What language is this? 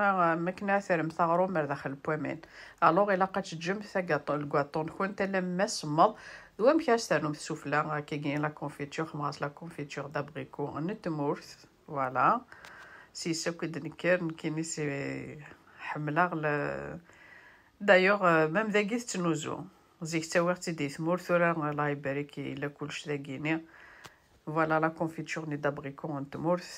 Kabyle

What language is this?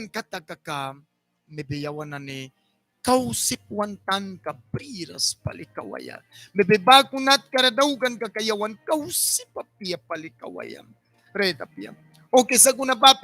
Mískito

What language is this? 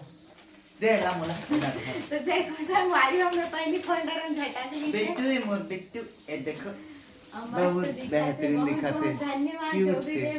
Chhattisgarhi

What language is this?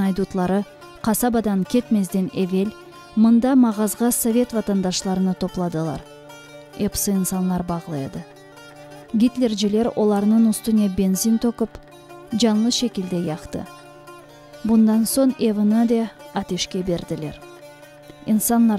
Crimean Tatar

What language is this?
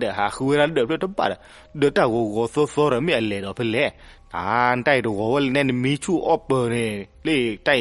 S'gaw Karen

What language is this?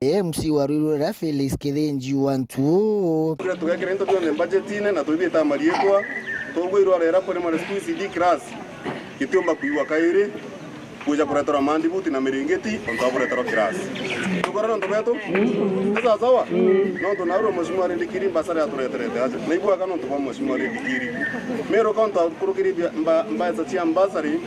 Meru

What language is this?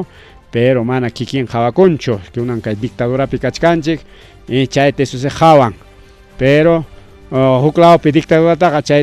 Ayacucho Quechua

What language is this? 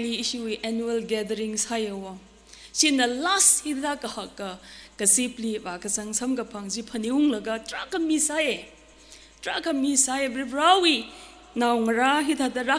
Tangkhul Naga (India)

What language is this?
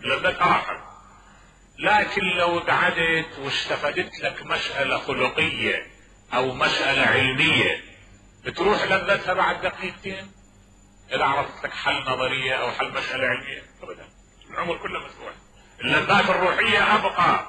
Mesopotamian Arabic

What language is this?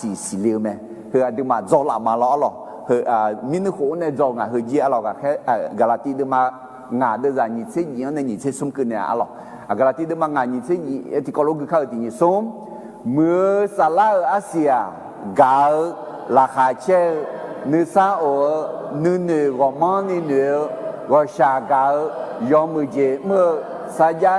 Akha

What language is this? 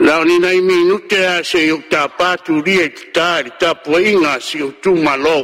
Samoan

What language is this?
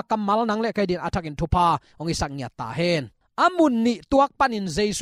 Tedim Chin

